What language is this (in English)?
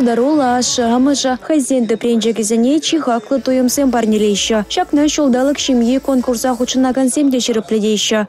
Chuvash